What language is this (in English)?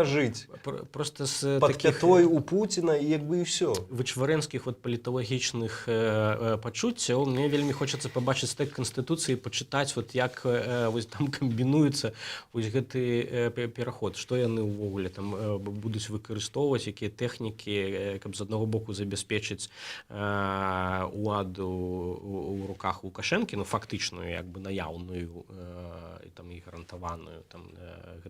Belarusian